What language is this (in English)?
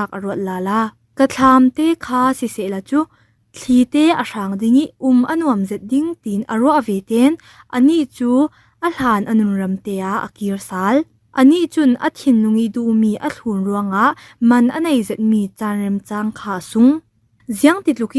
Falam Chin